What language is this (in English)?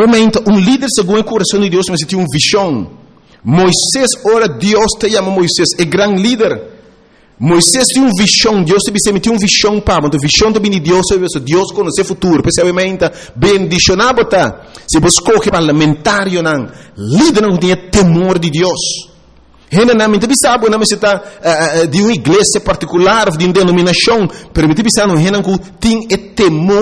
Papiamento